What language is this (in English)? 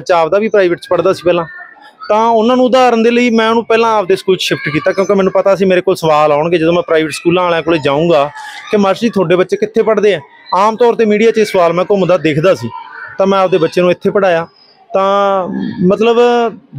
Punjabi